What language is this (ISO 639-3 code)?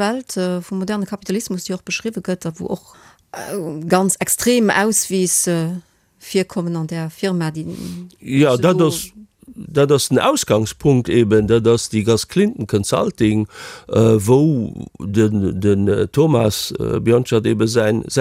ltz